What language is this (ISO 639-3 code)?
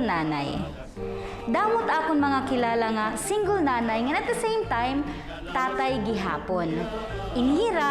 war